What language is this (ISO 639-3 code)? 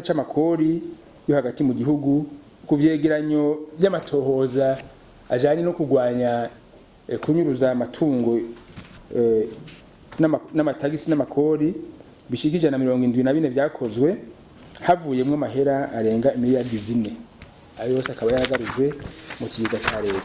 run